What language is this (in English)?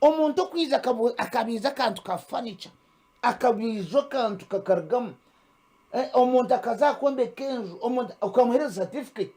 Nyankole